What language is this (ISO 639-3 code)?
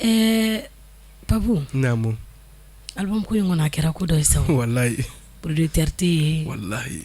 bam